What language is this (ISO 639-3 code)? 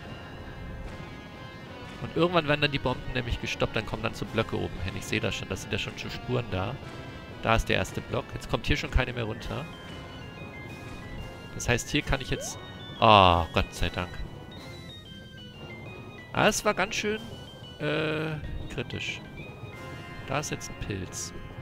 deu